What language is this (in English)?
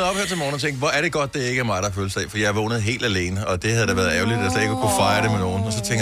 Danish